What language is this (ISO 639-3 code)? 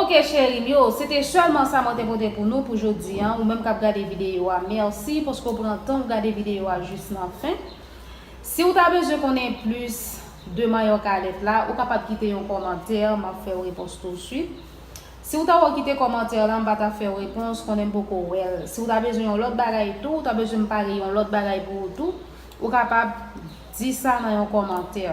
hat